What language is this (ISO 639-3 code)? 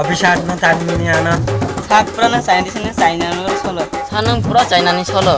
trp